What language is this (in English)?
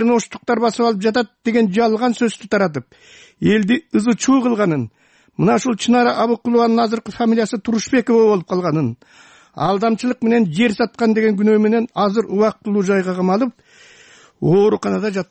Kyrgyz